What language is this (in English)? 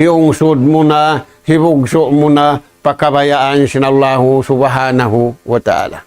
Tausug